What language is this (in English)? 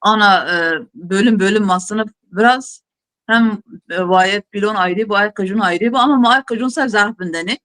Zaza